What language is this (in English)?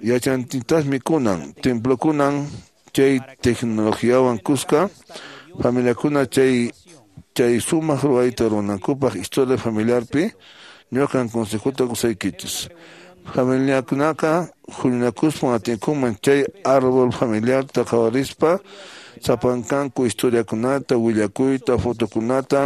Quechua